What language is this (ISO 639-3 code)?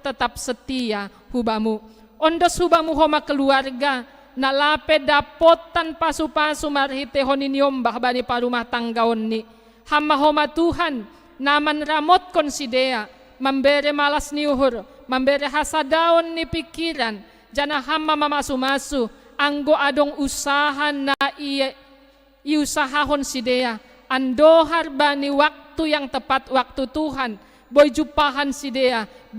bts